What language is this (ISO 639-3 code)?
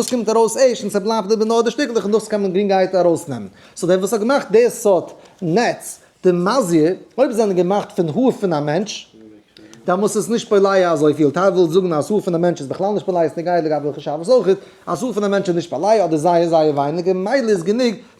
yid